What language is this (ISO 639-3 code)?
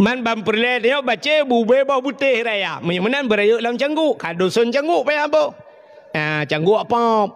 ace